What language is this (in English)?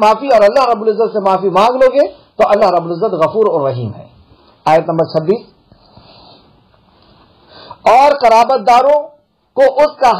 Urdu